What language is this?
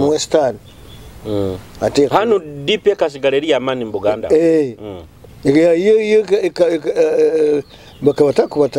Nyoro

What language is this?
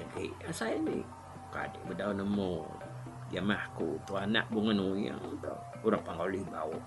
Iban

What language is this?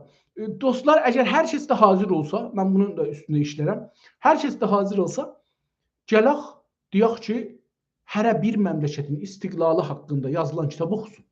South Azerbaijani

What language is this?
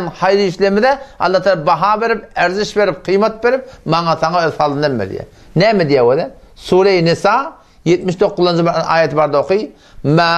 Turkmen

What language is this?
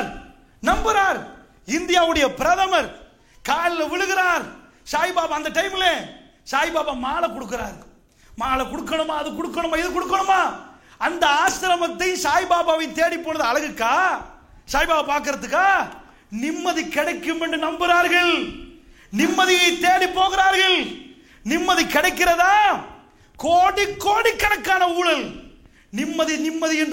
Tamil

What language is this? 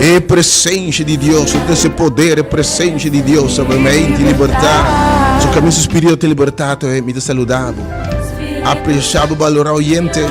Papiamento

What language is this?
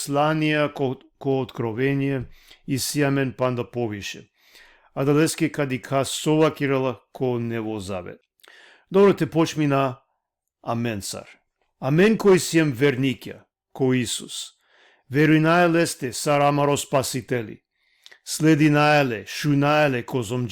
Balkan Romani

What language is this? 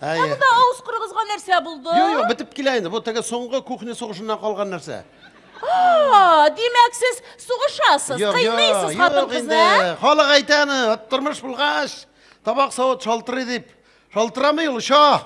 Tatar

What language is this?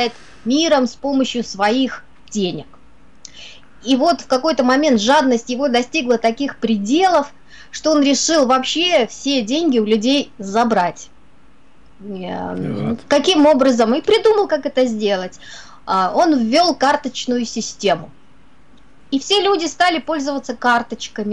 Russian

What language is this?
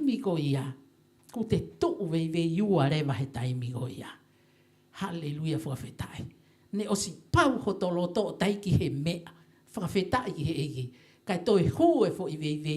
Tongan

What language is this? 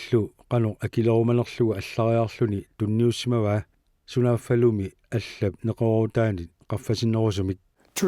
Kalaallisut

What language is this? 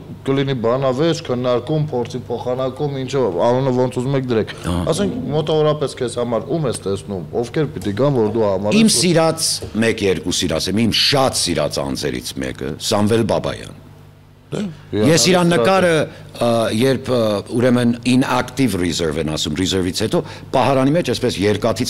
Armenian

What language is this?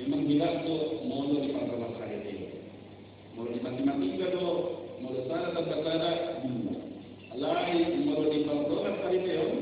Batak Toba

